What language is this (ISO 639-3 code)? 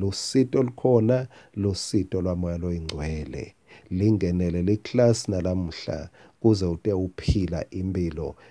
ssw